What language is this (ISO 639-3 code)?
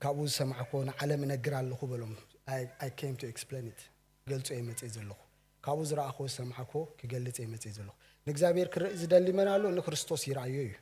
tir